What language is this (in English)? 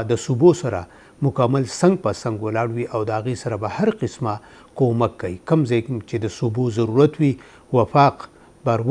Pashto